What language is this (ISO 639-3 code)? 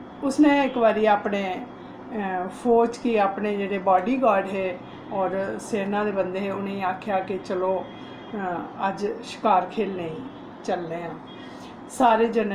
doi